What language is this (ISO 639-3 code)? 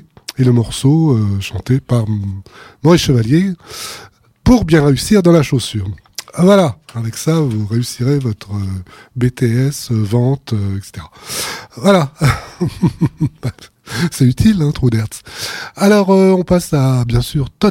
fra